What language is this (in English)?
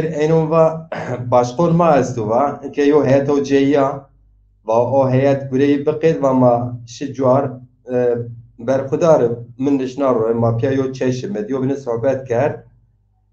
Zaza